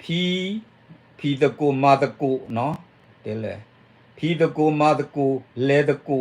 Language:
S'gaw Karen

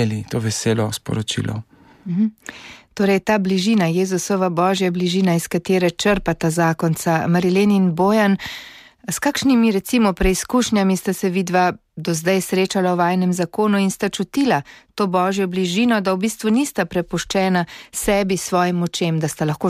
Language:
Slovenian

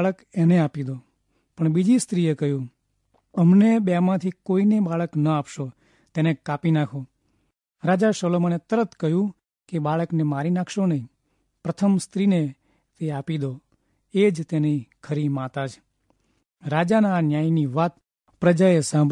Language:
Gujarati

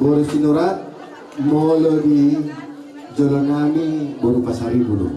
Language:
Batak Toba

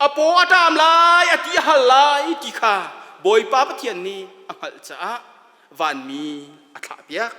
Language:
Hakha Chin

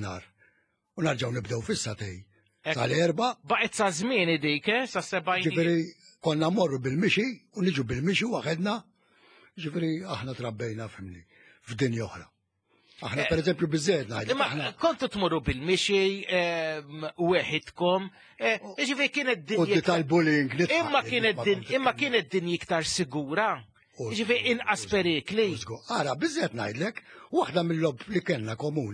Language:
Maltese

